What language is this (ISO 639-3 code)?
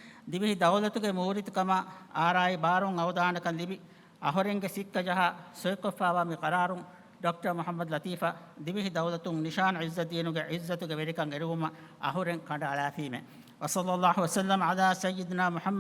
div